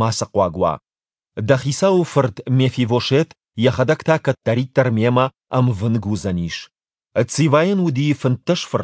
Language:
Ossetic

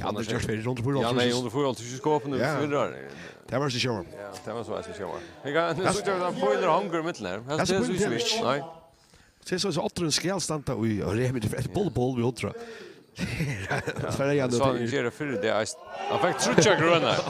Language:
Faroese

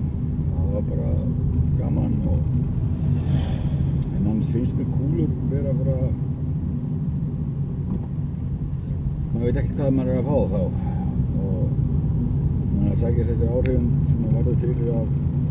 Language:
Icelandic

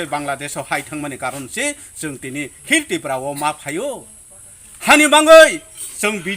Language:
Riang (India)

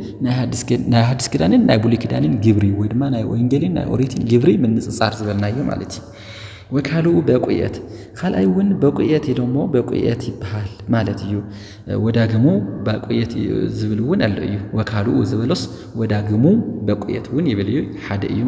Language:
Tigrinya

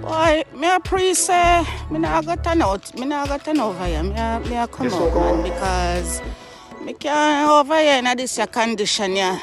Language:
Jamaican Creole English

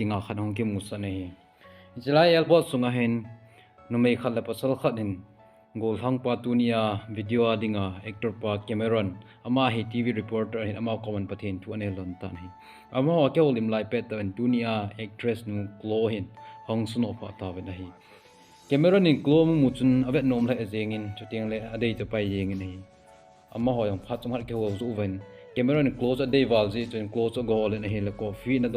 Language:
Thado Chin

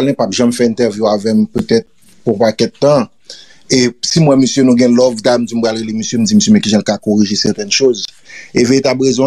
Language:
Haitian Creole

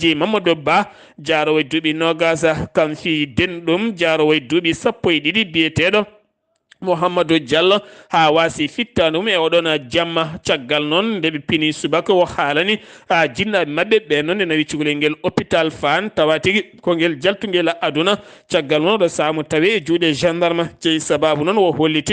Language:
Fula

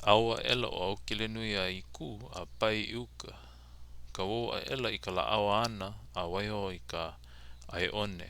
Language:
Hawaiian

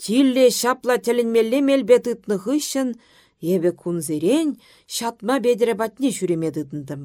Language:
Chuvash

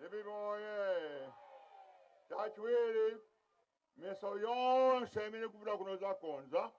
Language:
Nyanja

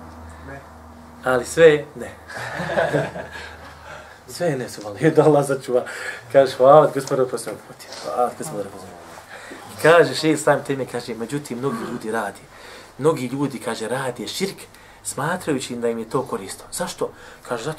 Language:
Bosnian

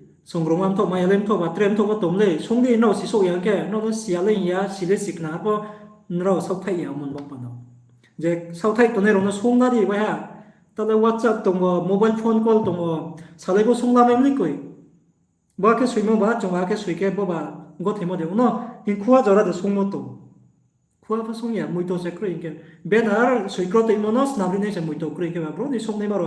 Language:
Riang (India)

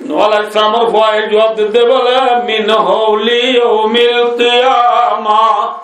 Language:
Rohingya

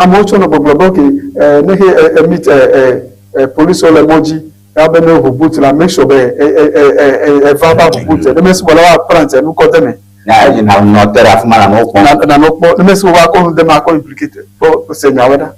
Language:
Ewe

